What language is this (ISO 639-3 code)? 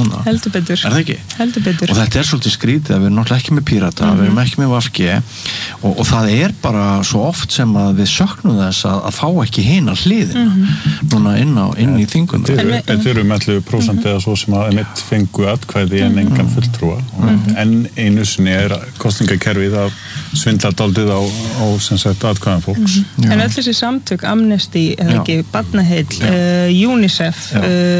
isl